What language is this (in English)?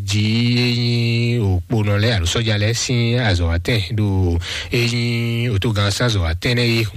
Fon